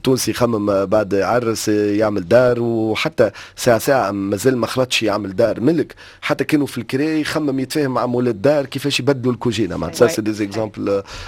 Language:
Tunisian Arabic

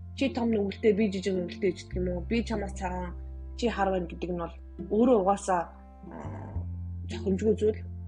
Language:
Mongolian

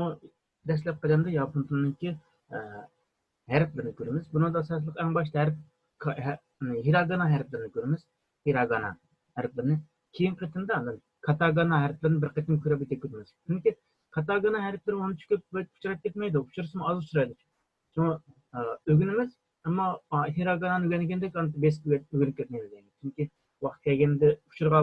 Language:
Uyghur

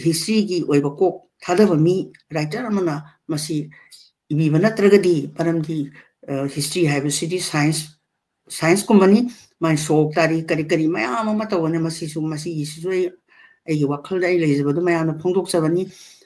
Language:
Manipuri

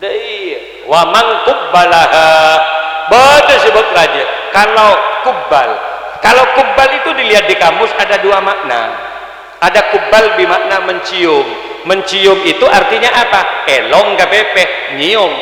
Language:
Madurese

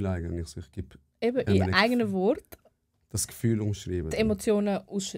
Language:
Swiss German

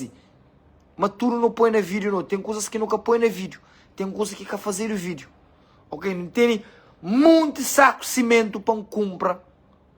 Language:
Kabuverdianu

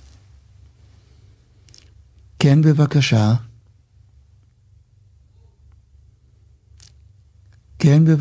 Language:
Hebrew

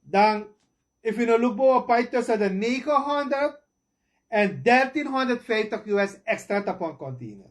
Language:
Sranan Tongo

